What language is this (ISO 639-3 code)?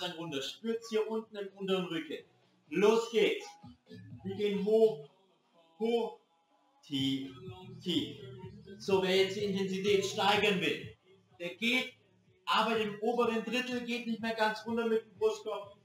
deu